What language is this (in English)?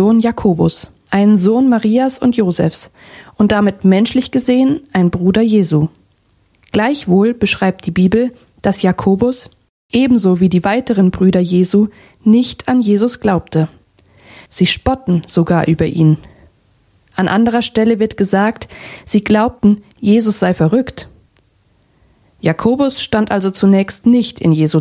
German